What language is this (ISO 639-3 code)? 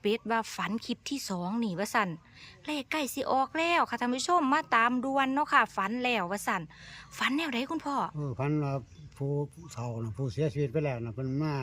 tts